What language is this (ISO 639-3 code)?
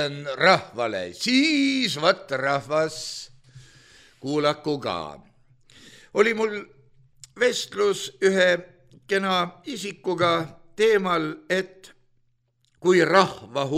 est